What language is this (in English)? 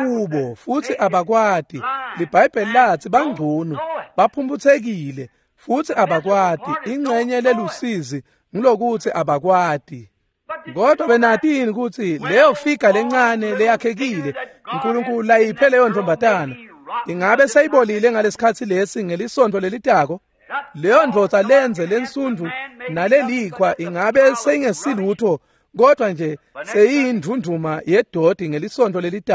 Swati